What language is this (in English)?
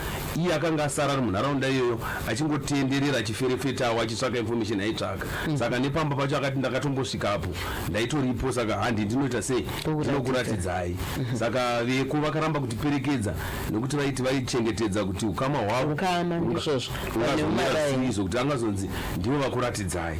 Shona